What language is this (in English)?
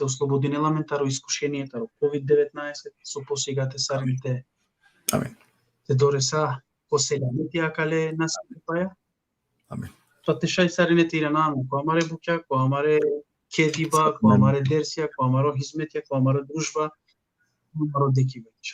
Balkan Romani